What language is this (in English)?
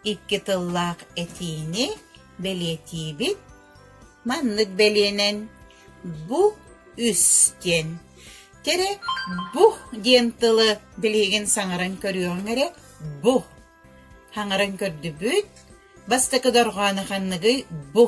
Yakut